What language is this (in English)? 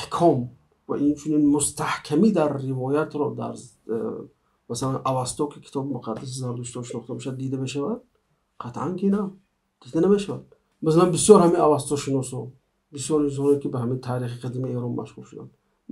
Tajik